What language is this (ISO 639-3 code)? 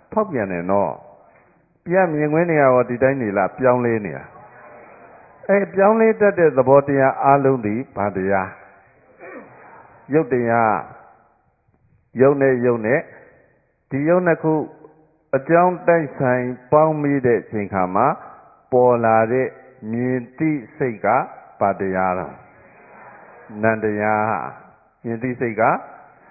mya